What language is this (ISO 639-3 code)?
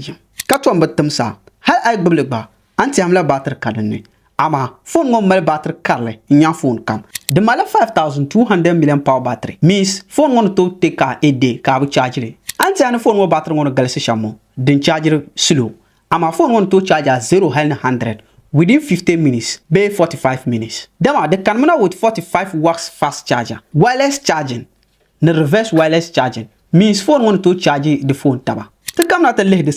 dag